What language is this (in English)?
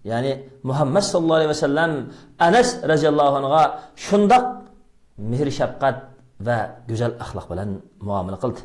Uyghur